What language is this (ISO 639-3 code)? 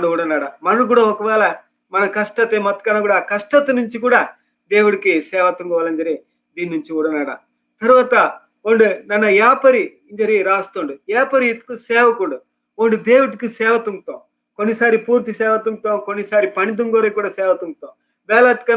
kff